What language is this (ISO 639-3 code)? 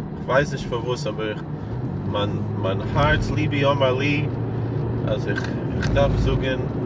yid